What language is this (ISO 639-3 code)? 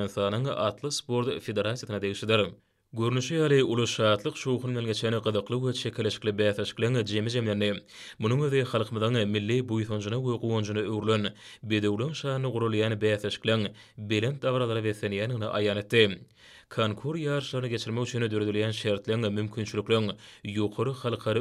tuk